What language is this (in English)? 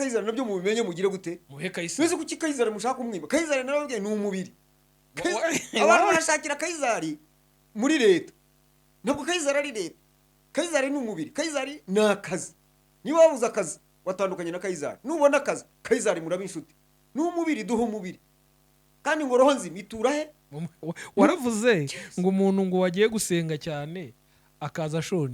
Kinyarwanda